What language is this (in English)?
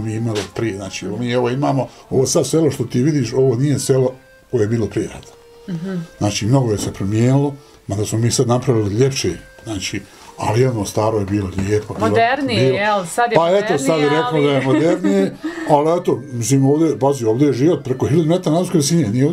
Bosnian